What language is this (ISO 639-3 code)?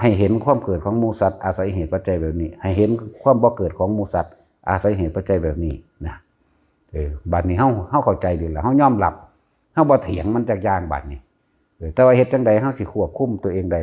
tts